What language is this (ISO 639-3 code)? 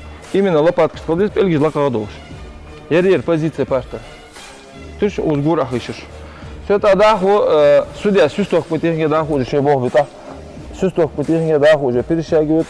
inh